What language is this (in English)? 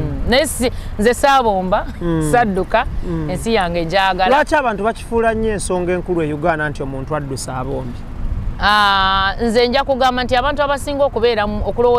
Ganda